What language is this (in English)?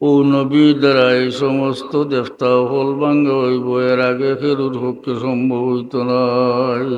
Sylheti